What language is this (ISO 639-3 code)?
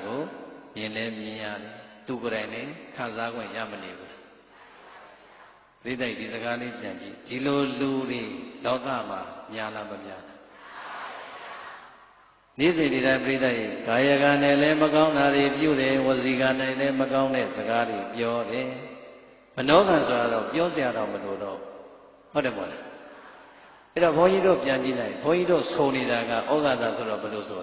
mya